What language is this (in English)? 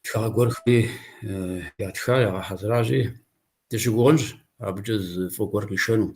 Kabardian